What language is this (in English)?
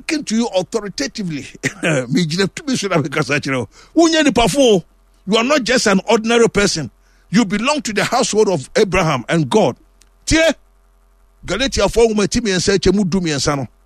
Akan